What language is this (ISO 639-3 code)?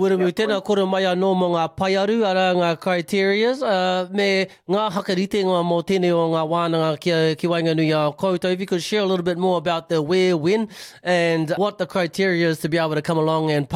mri